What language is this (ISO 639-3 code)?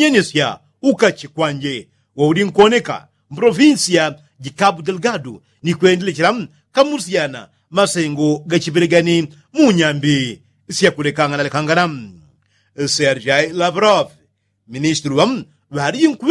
yao